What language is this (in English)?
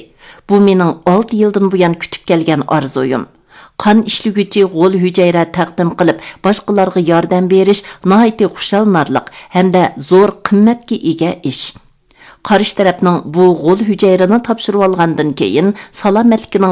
Uyghur